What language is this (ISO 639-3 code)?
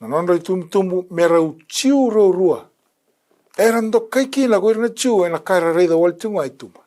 fij